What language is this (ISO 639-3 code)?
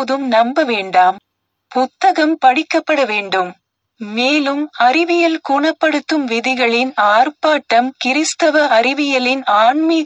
tam